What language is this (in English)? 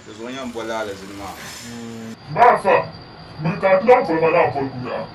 Dagbani